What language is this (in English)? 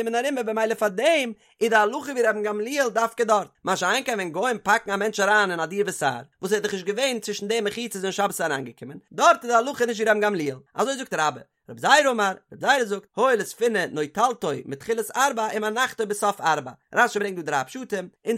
Yiddish